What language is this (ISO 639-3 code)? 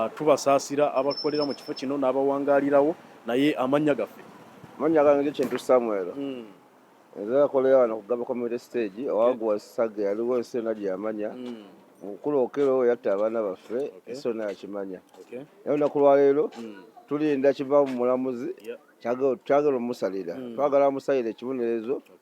lug